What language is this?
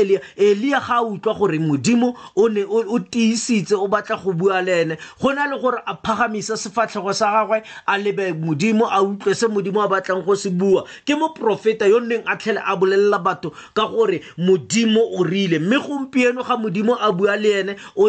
Tswana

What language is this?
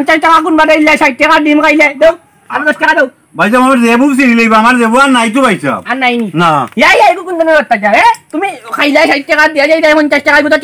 Sylheti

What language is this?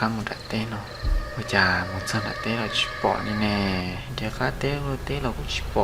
Hmong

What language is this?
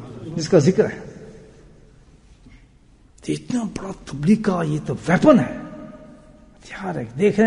Urdu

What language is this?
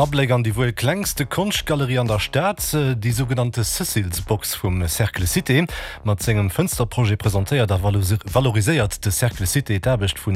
Luxembourgish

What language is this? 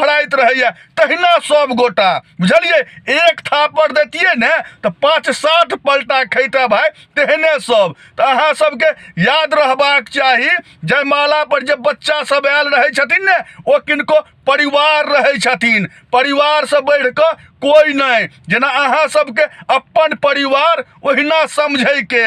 Maithili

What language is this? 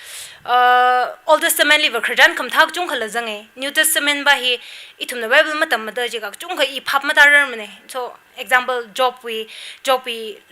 Tangkhul Naga (India)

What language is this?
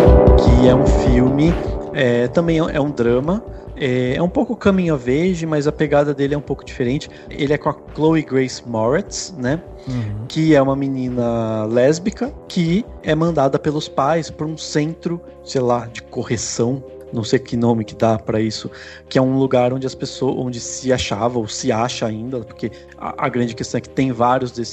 Portuguese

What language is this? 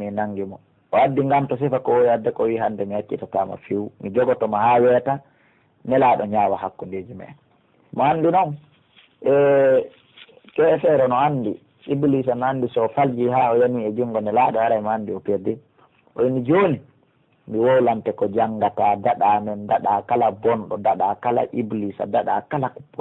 Pular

